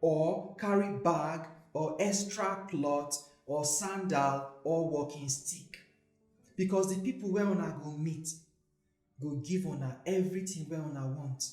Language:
Nigerian Pidgin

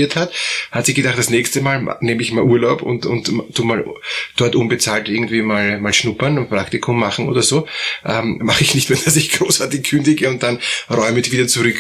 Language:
German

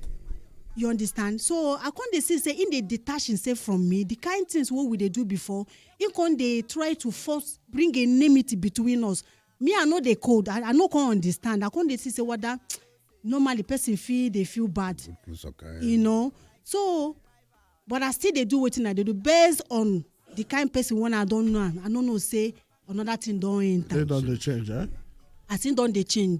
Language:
Nigerian Pidgin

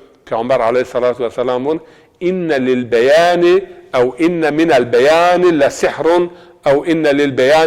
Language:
Zaza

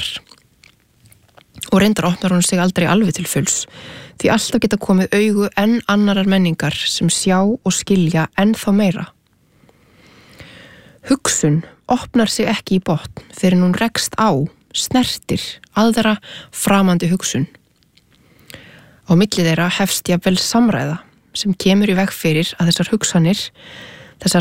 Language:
Icelandic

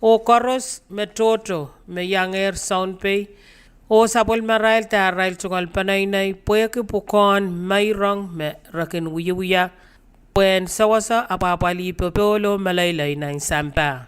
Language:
Pohnpeian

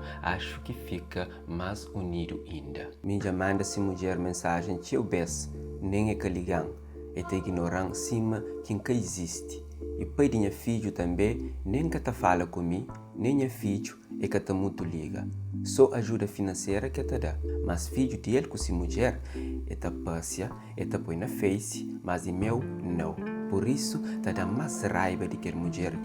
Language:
Kabuverdianu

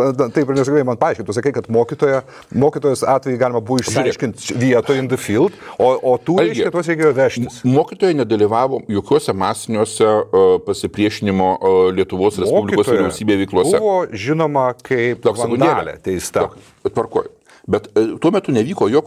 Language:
Lithuanian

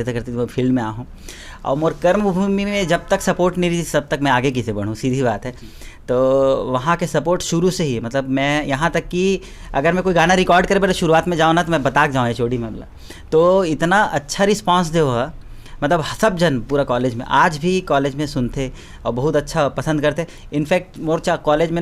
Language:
Chhattisgarhi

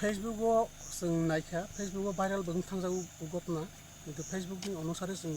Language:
Kok Borok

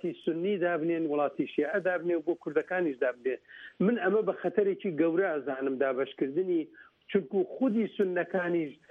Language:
Central Kurdish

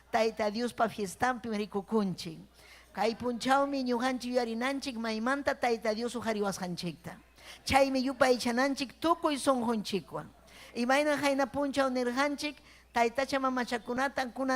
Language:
Ayacucho Quechua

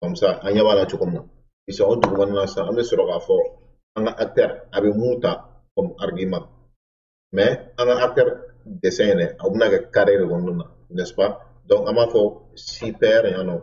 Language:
Bambara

